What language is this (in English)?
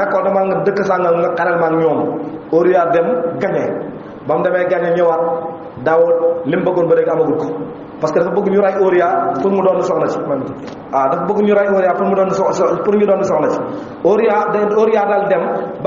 Wolof